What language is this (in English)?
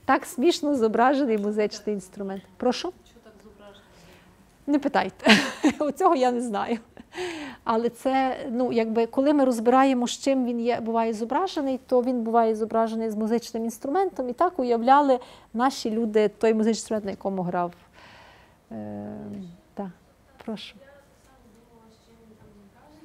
Ukrainian